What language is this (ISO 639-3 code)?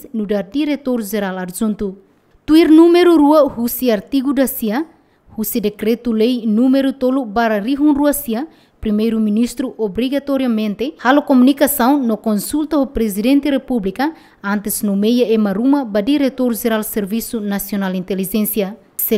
tet